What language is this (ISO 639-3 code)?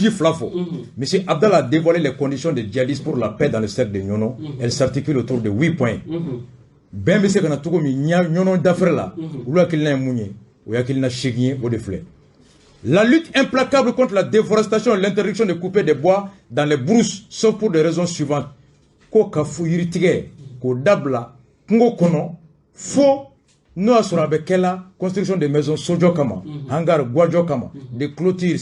bam